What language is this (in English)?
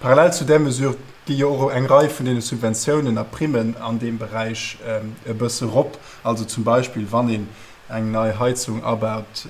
Luxembourgish